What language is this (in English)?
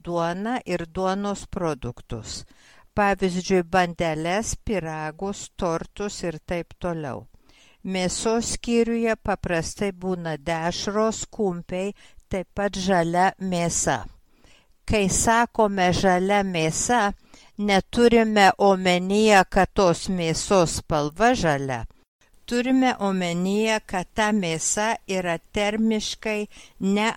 Lithuanian